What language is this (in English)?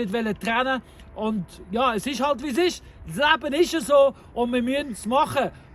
Swiss German